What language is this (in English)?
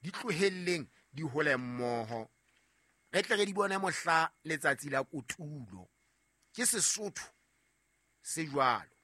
Southern Sotho